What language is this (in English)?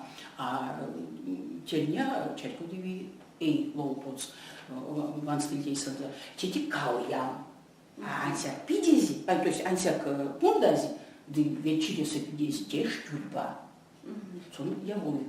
Erzya